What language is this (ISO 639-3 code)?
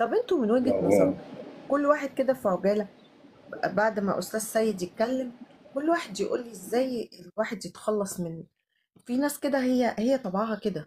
arz